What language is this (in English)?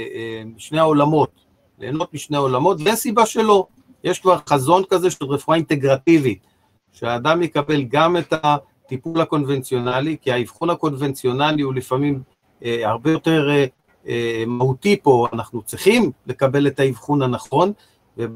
Hebrew